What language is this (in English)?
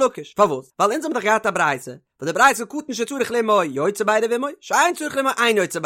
Yiddish